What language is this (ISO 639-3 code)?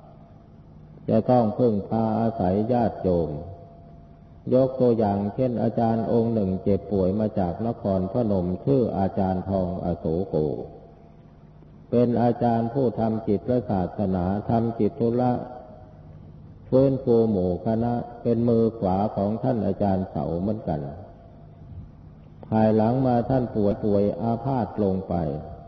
tha